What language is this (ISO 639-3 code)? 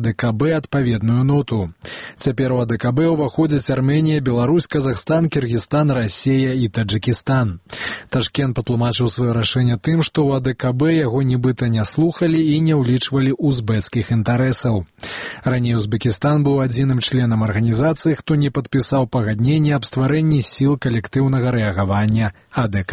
bel